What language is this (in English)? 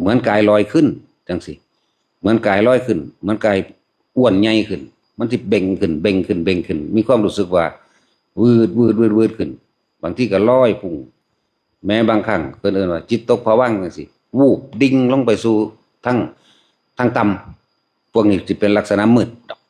Northeastern Thai